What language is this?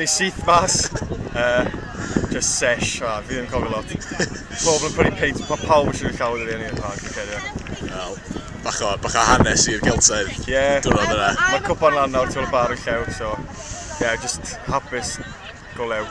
Welsh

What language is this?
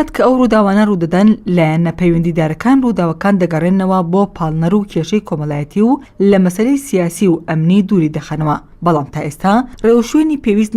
Central Kurdish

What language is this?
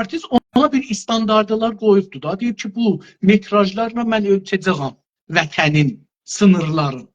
South Azerbaijani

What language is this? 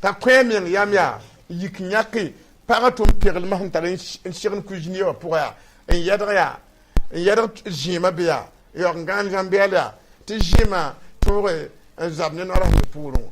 Mossi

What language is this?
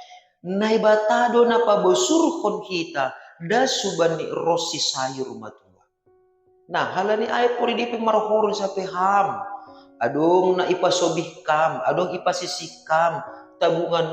Batak Simalungun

